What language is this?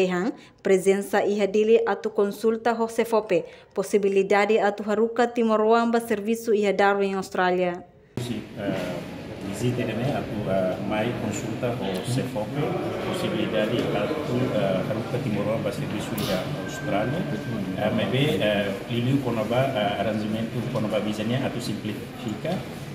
Tetum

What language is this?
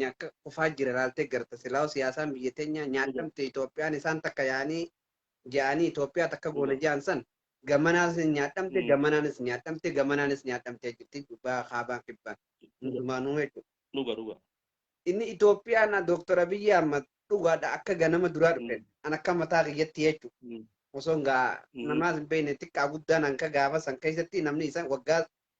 Oromo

